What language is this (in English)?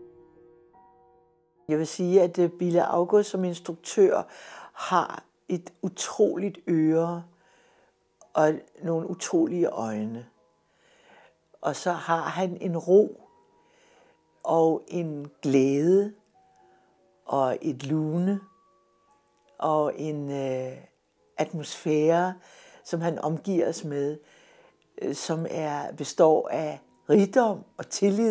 Danish